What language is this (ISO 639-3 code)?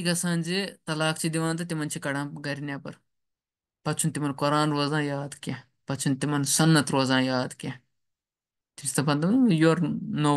kas